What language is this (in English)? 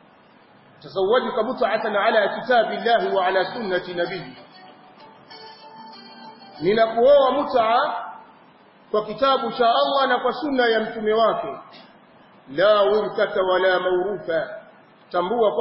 Swahili